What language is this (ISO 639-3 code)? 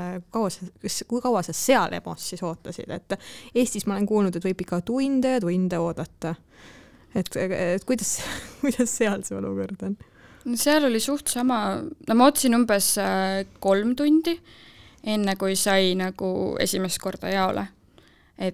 est